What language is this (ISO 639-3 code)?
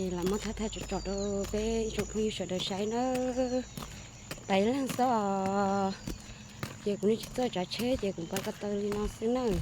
hmn